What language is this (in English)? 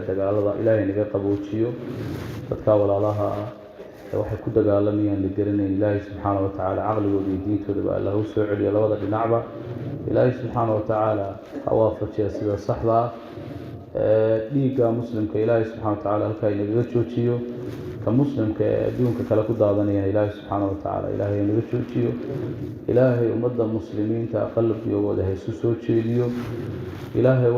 Somali